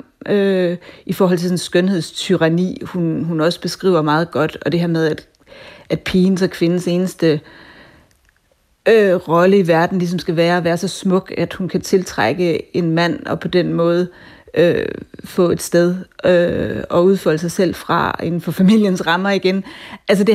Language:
Danish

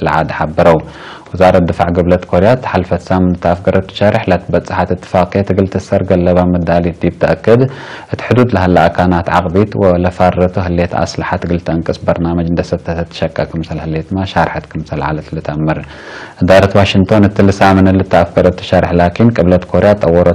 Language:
Tigre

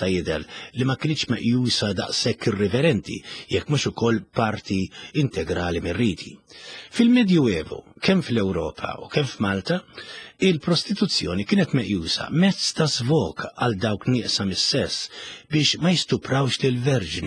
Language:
Maltese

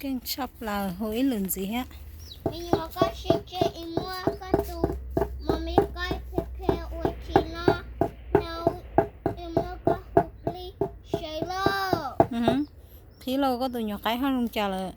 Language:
Hmong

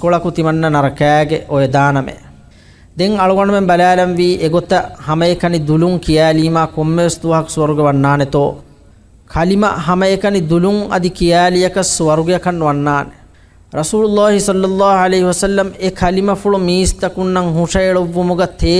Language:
Divehi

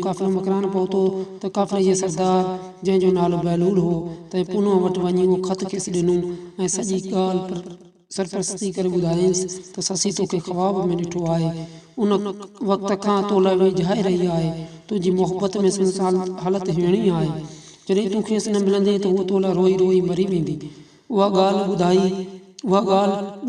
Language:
Sindhi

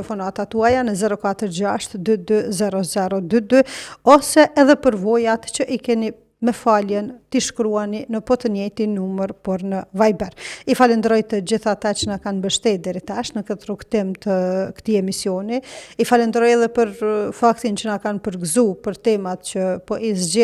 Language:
Albanian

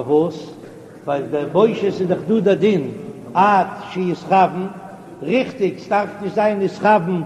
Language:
Yiddish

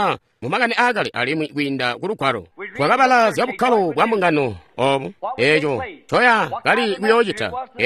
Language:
Tonga (Zambia)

